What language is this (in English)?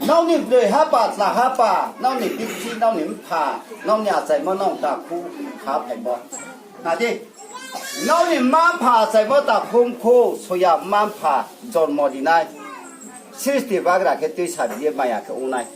Riang (India)